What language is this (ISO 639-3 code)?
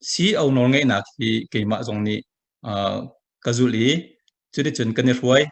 cnh